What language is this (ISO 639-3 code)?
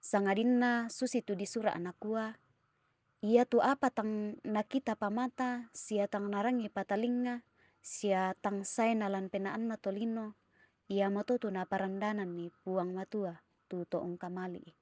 sda